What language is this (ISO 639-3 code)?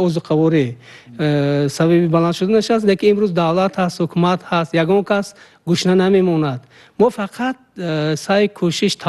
tgk